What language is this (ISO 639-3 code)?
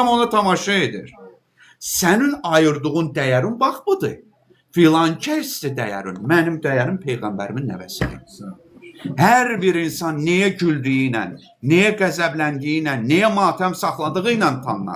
aze